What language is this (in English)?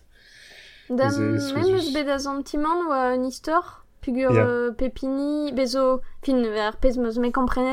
Breton